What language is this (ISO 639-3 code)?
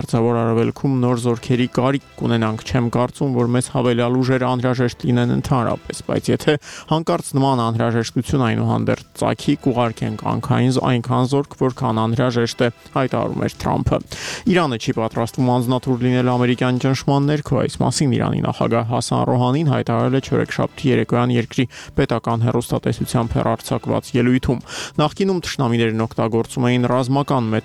hye